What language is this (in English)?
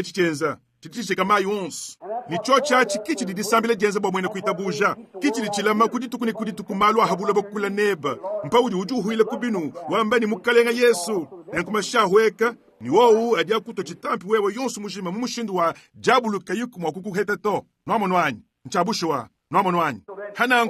Luba-Lulua